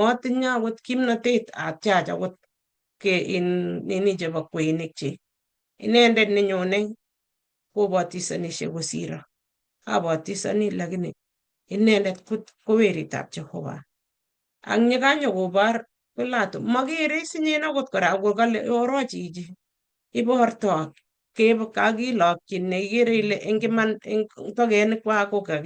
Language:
Kalenjin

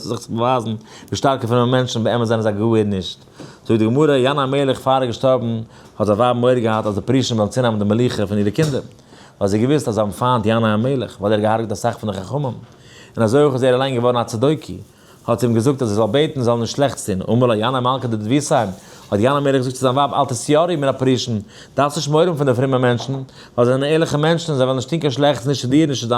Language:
Yiddish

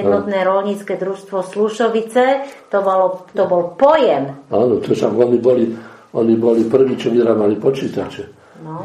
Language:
Slovak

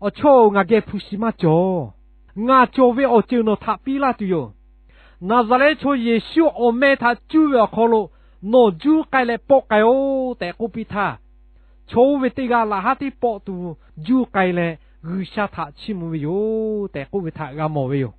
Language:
Lahu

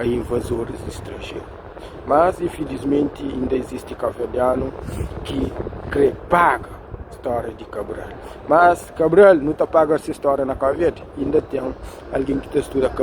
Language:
Kabuverdianu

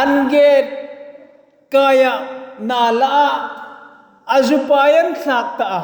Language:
Hmar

